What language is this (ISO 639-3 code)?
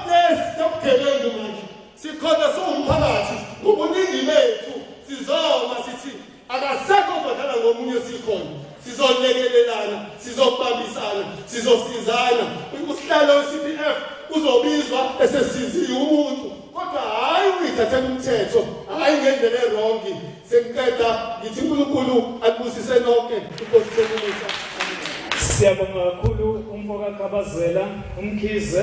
zul